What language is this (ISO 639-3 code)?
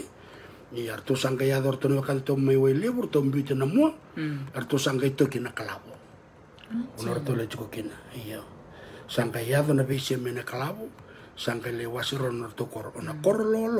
fij